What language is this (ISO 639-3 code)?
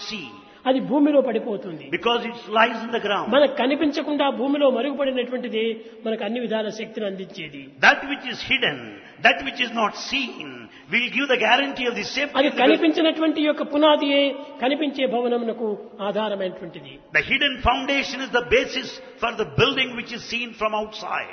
tel